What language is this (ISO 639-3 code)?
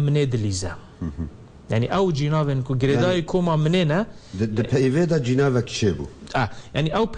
kur